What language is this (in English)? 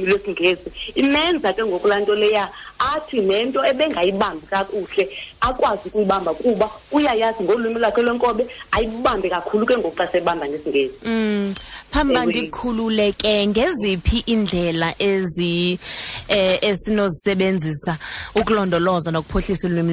Xhosa